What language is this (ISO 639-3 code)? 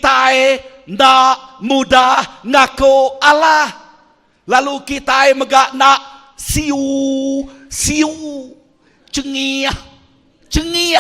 iba